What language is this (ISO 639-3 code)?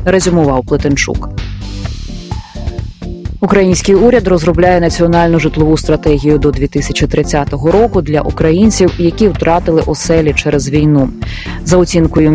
ukr